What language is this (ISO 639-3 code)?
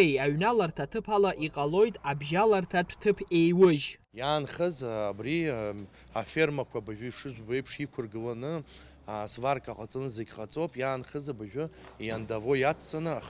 abk